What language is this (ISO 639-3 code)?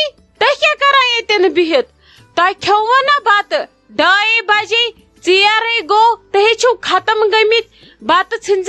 kas